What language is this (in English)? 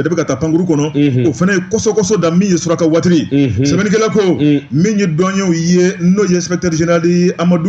Bambara